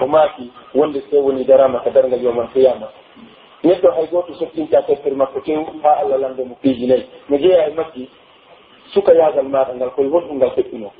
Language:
Pular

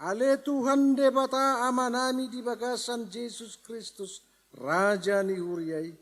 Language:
Batak Toba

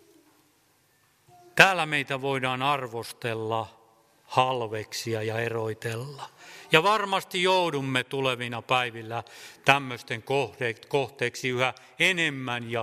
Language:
Finnish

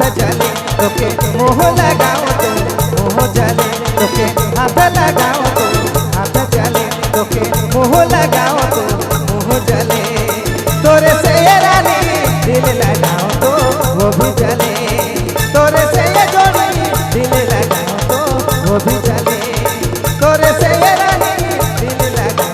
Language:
Sadri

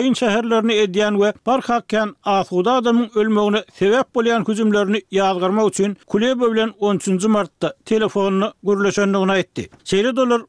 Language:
Turkmen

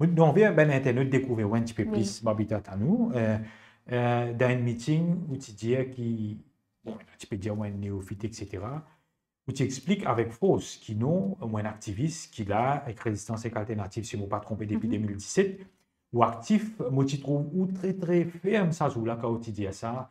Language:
Morisyen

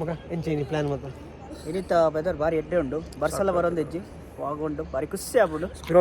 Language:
Tulu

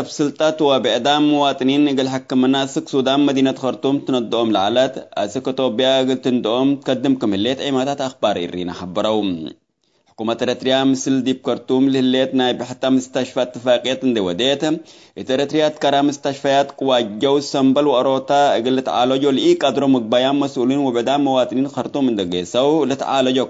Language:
Tigre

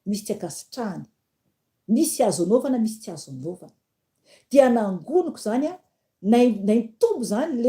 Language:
Malagasy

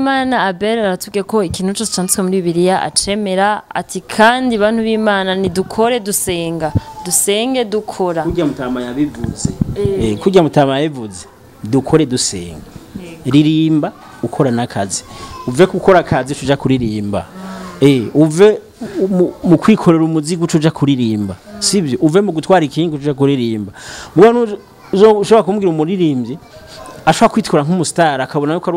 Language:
Rundi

